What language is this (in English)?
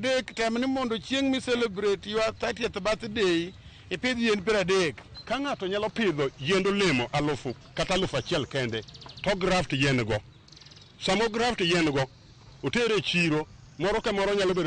Luo (Kenya and Tanzania)